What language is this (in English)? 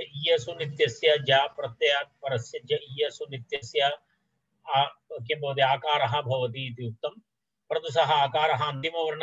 Sanskrit